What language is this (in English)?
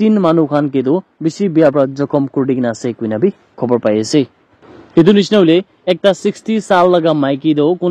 Naga Pidgin